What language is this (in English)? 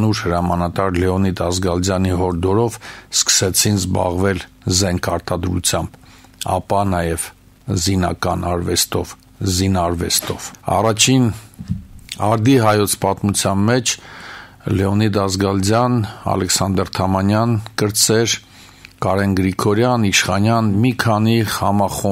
Armenian